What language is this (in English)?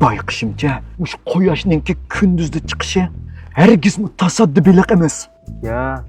Uyghur